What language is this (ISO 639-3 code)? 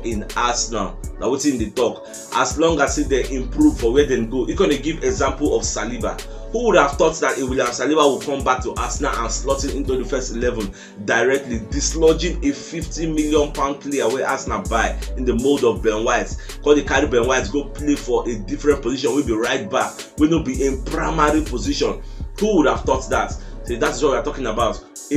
pcm